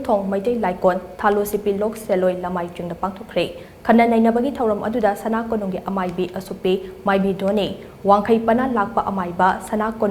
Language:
Manipuri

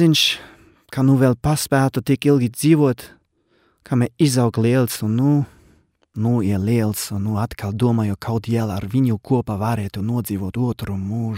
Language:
Latvian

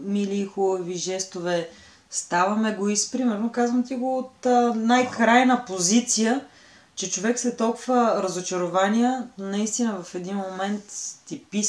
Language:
Bulgarian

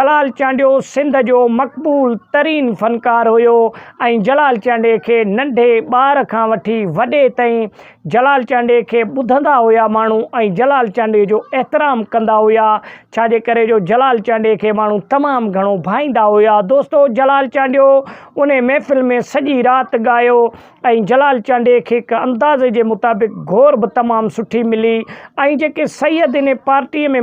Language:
Sindhi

